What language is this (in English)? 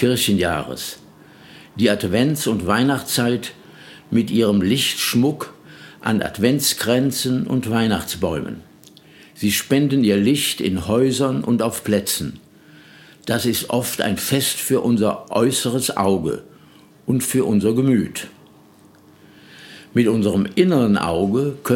German